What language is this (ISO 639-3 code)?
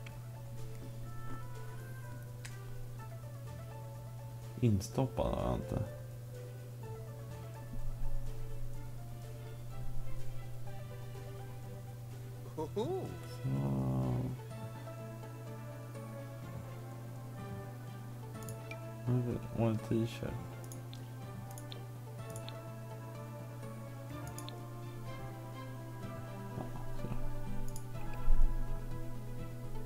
swe